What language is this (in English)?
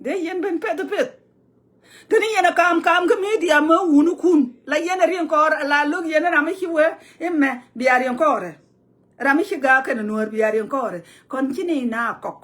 Nuer